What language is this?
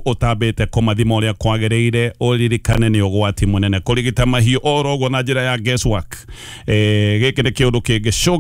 Kikuyu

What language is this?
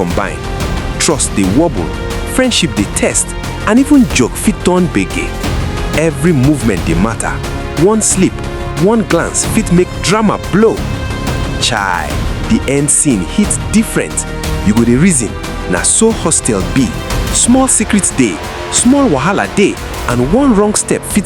Nigerian Pidgin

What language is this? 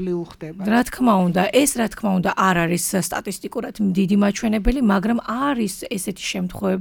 Georgian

